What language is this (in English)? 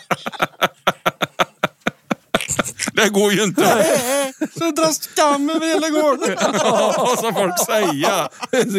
Swedish